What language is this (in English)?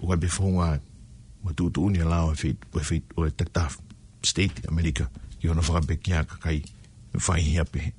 Tongan